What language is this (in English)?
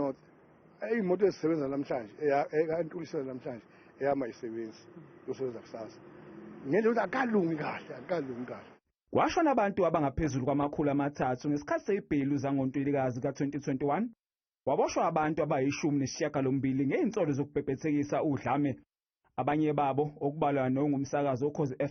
Zulu